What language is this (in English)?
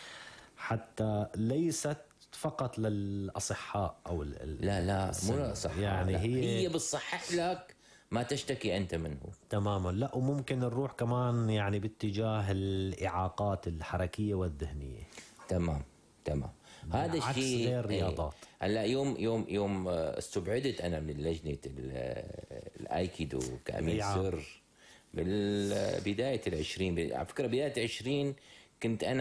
North Levantine Arabic